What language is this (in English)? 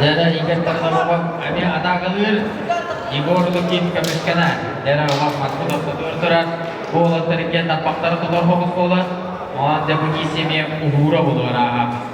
Yakut